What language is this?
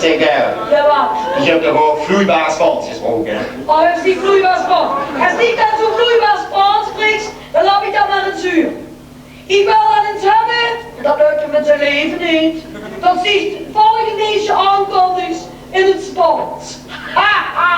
Limburgish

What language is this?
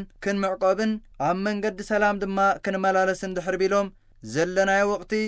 Tigrinya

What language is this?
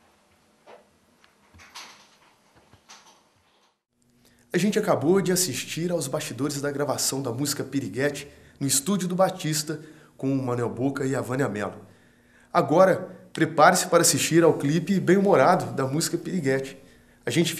Portuguese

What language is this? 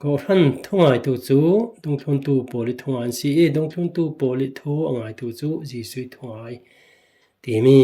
Falam Chin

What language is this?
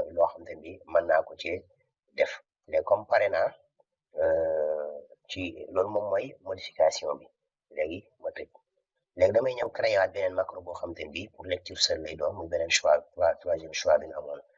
Wolof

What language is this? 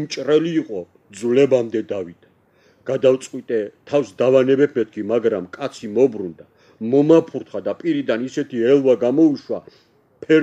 Georgian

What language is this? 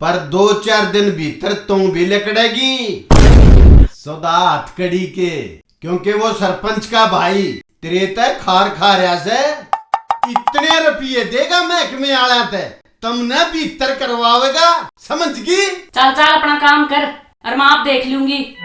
Haryanvi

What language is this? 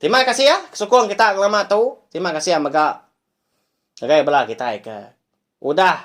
Iban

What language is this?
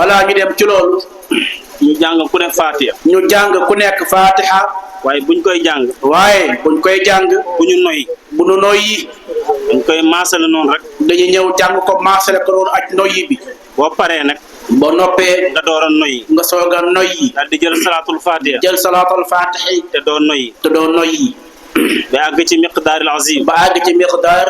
Wolof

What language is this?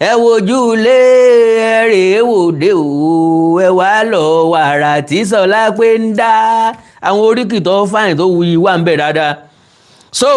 Yoruba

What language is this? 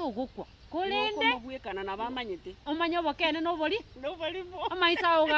Gusii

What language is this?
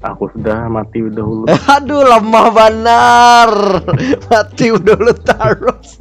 Banjar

